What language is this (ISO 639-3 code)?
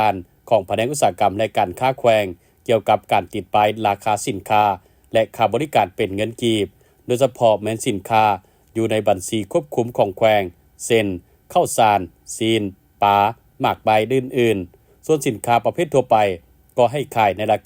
lao